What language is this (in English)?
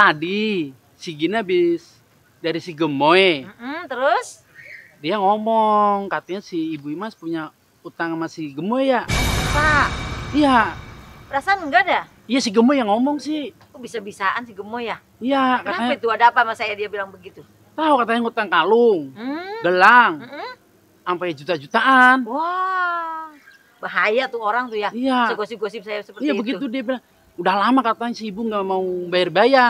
Betawi